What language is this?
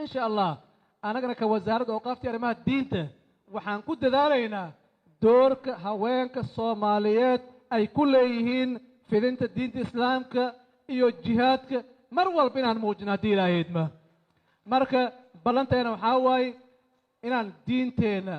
Somali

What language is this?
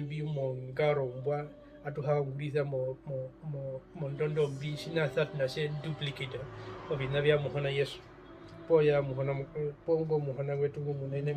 Herero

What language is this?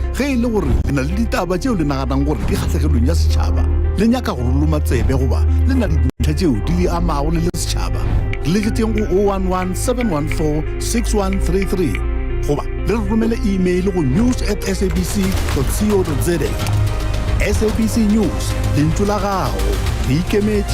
Northern Sotho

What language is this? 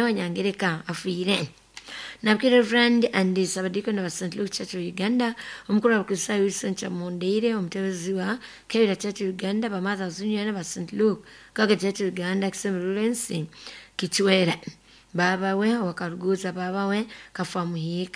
Nyoro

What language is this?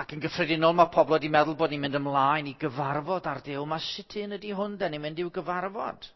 Welsh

